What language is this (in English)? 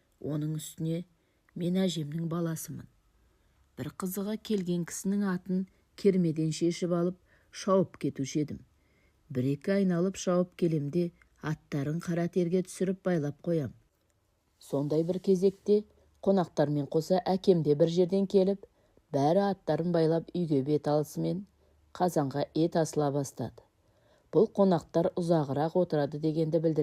Kazakh